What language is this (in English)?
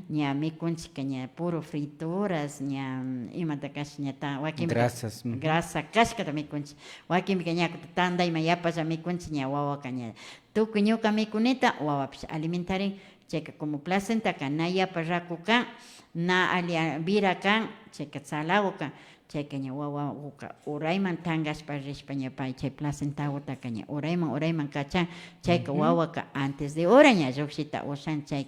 Imbabura Highland Quichua